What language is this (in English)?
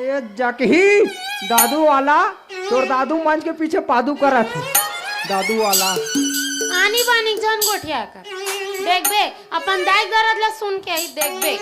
Chhattisgarhi